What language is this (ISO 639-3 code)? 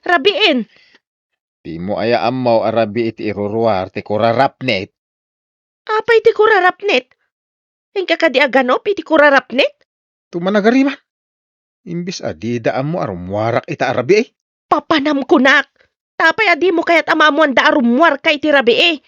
ilo